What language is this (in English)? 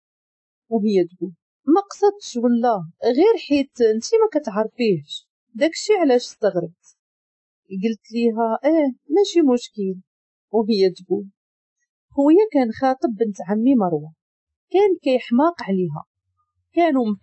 Moroccan Arabic